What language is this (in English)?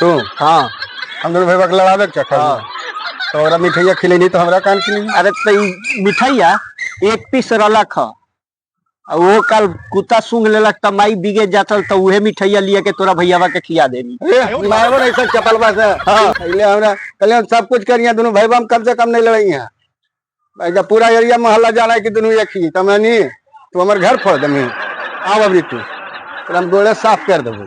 Magahi